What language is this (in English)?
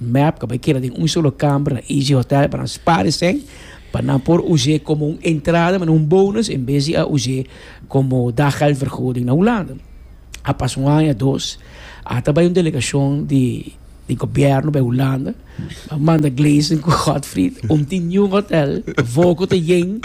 Papiamento